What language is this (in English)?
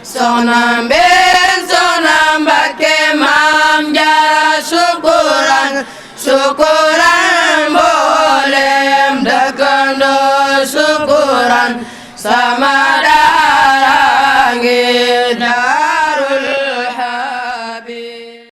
Wolof